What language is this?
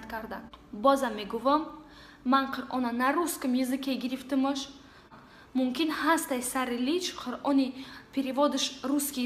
Tajik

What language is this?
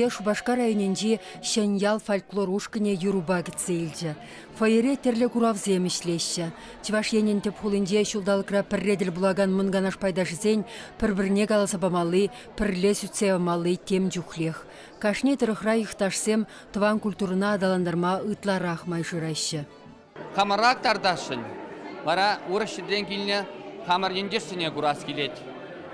Chuvash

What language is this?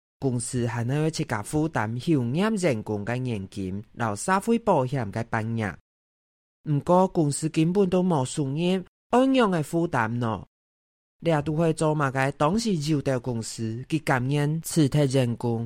Hakka Chinese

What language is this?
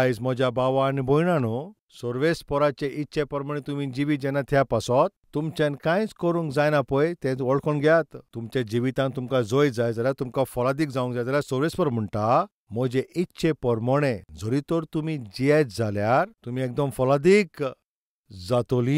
Konkani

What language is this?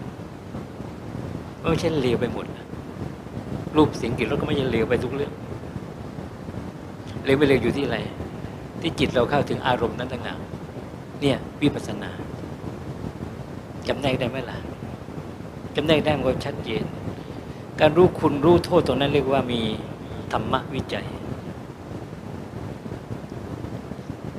Thai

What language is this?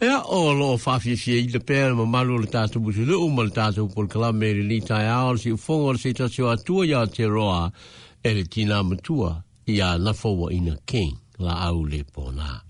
Samoan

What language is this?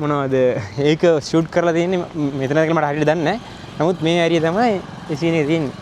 Sinhala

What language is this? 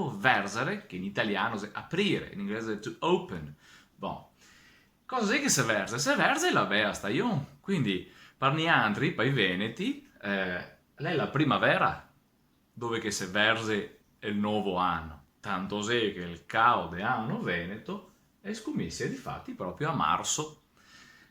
Venetian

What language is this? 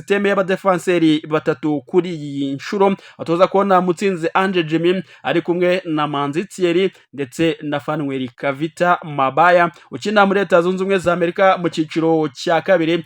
Kinyarwanda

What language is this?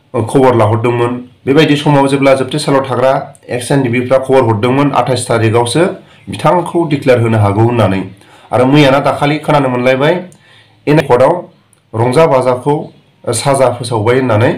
Bodo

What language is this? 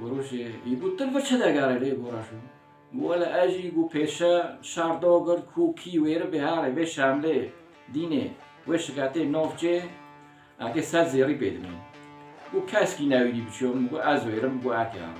Kurdish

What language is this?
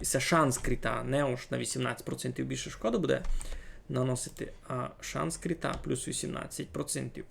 Rusyn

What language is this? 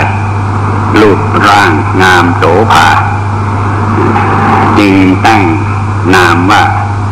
Thai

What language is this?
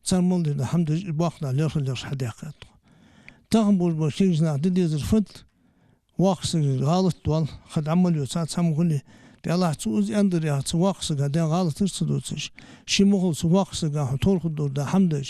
Ingush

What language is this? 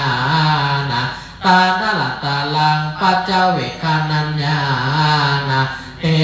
Pali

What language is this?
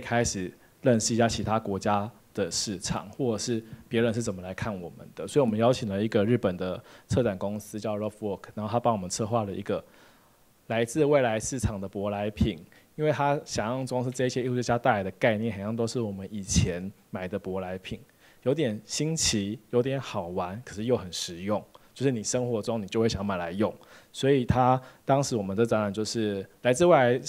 Chinese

